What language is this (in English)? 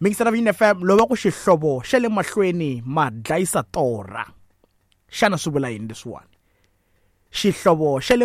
Tsonga